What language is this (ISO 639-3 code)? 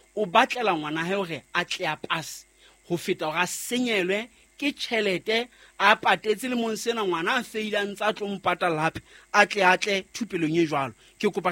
sot